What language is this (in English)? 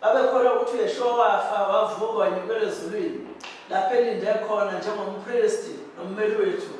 Zulu